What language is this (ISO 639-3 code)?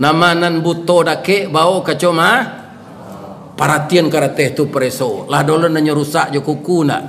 min